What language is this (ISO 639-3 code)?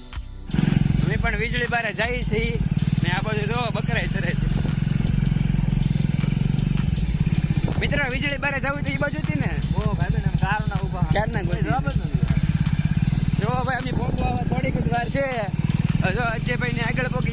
guj